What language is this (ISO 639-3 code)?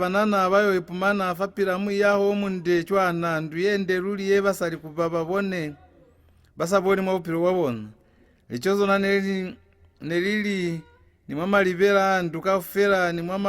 loz